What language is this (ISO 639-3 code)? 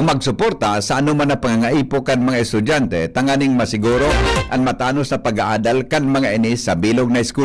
bik